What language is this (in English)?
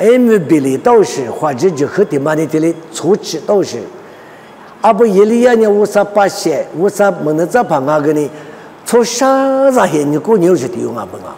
Lisu